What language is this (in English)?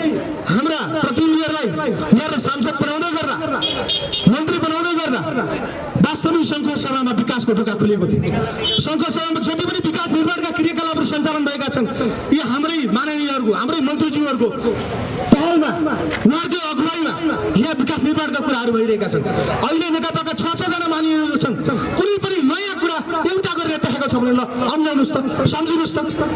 Nepali